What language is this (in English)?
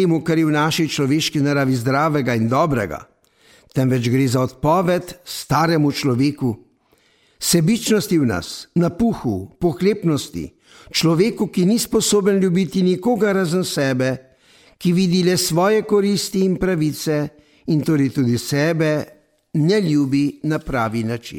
Slovenian